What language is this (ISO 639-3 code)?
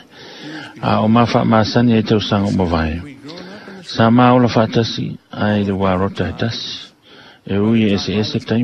smo